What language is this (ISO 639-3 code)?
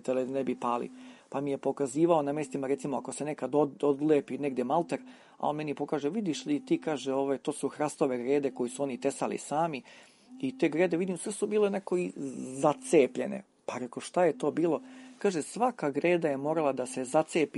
srp